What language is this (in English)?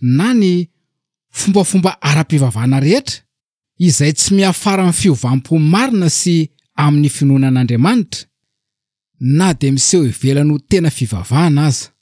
Malagasy